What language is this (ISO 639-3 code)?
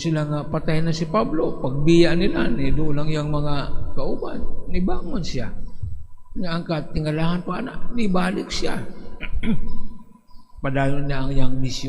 ceb